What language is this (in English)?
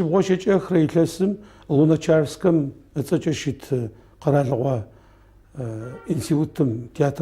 Adyghe